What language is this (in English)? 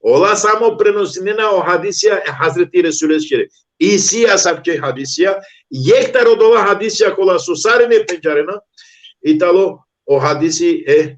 Balkan Romani